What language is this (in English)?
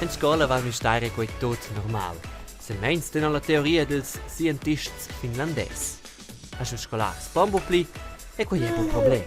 Romansh